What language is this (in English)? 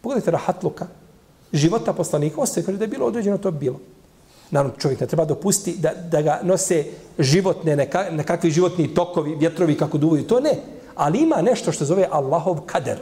Bosnian